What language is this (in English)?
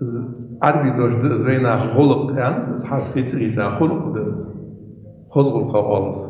Ingush